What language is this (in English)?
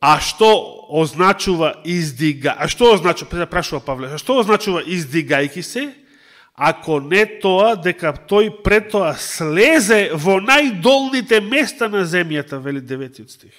Macedonian